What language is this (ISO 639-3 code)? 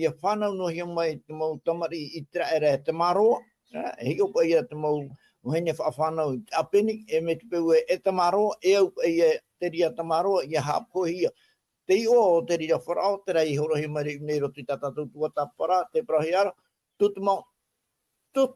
tah